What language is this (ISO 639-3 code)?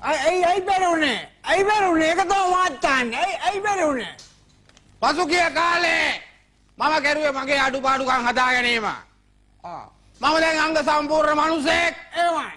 sin